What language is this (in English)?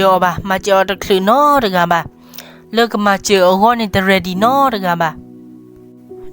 S'gaw Karen